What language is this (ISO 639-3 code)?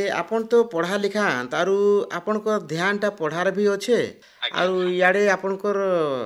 ori